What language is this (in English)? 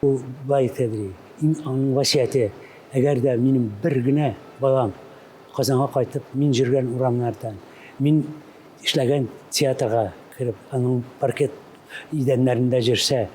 Tatar